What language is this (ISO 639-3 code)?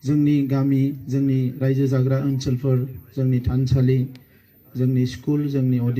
brx